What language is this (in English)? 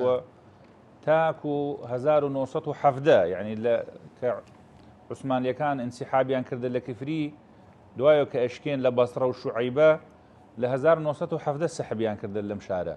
Central Kurdish